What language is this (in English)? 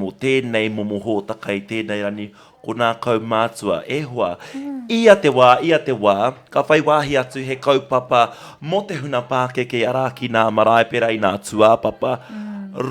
Māori